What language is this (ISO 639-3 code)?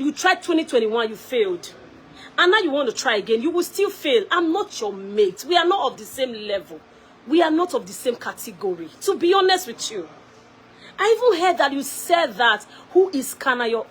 pcm